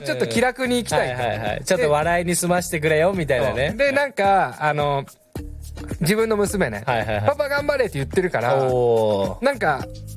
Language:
Japanese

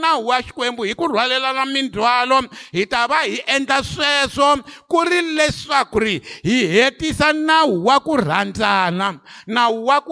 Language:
Tsonga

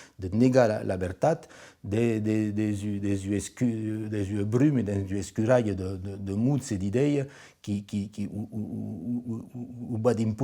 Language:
Occitan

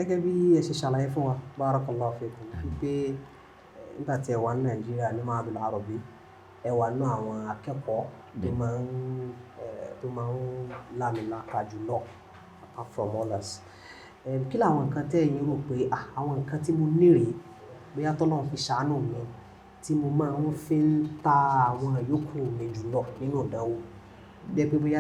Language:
Yoruba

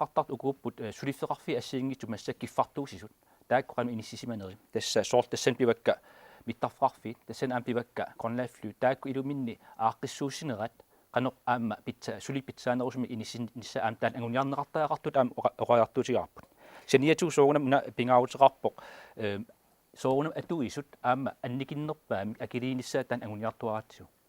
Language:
Kalaallisut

